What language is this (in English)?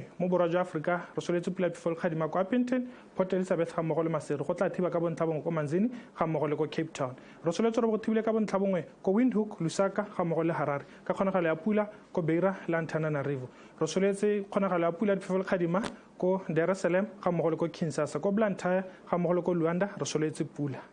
Tswana